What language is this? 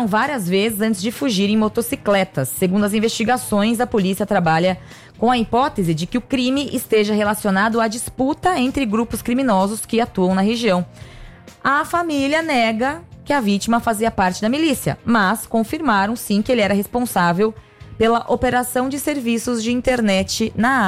Portuguese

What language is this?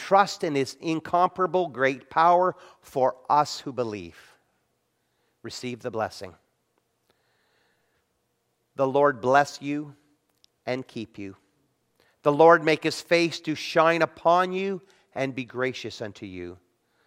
English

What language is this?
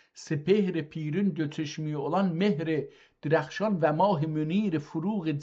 South Azerbaijani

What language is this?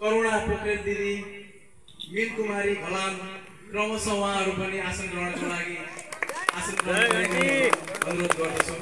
Nepali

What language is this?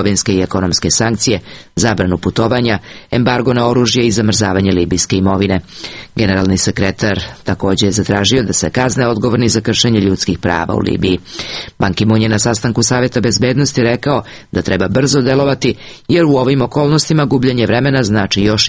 Serbian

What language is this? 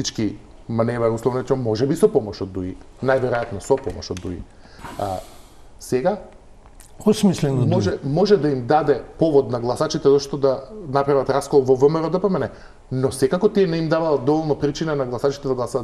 Macedonian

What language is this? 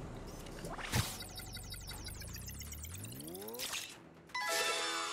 Polish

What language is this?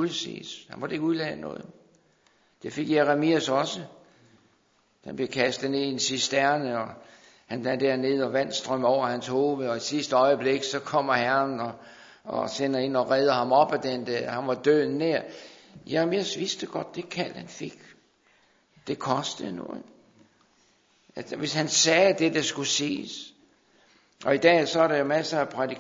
Danish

